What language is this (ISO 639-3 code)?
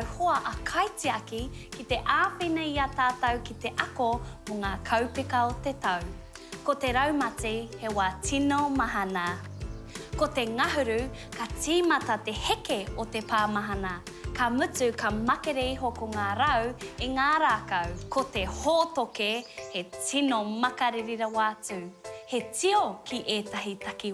mri